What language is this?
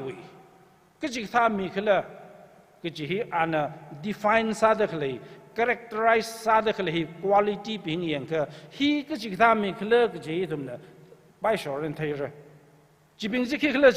Tangkhul Naga (India)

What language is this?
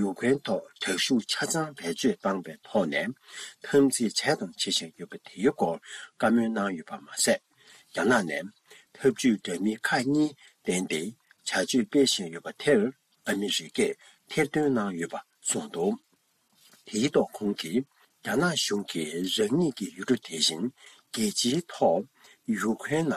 Tibetan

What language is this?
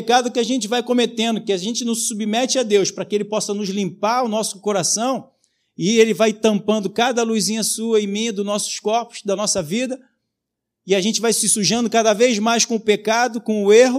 Portuguese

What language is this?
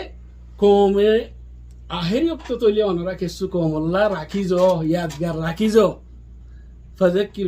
Rohingya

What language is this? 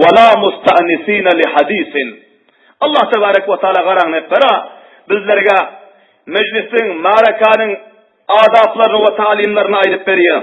Turkmen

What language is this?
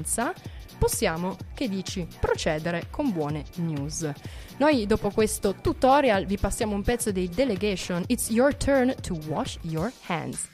Italian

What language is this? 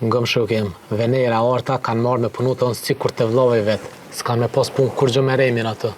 Albanian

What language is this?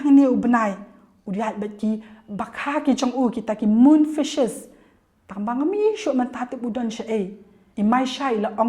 Khasi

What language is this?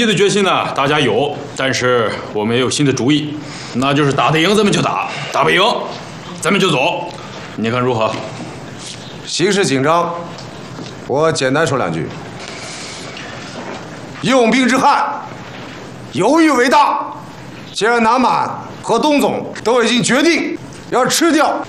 Chinese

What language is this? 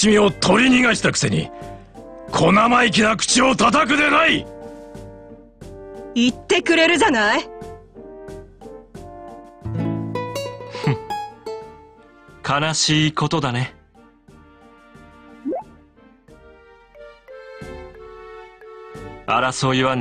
Japanese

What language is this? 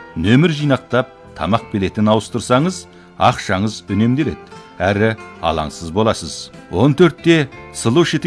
Kazakh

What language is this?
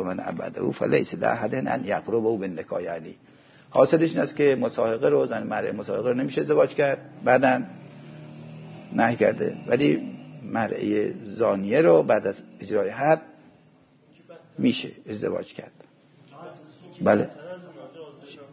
Persian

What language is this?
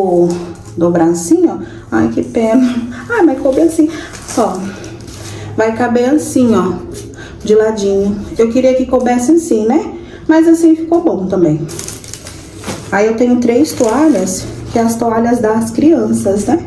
Portuguese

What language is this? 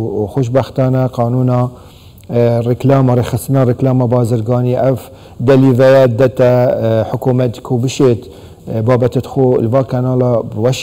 Kurdish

